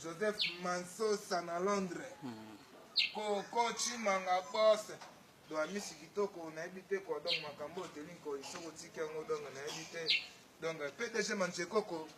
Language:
Lingala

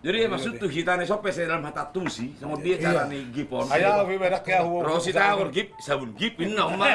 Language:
Batak Toba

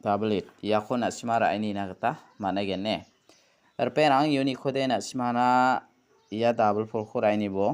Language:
Garo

